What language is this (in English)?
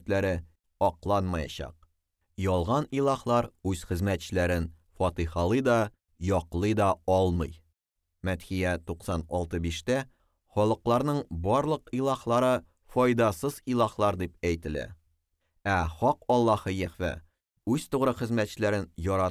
Tatar